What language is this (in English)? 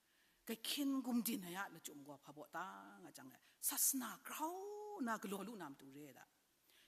Kachin